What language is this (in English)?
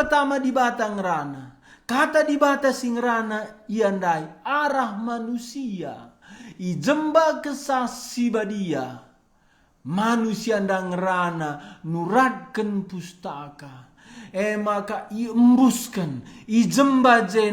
Batak Karo